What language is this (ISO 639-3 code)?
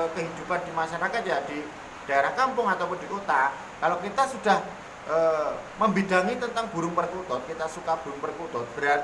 ind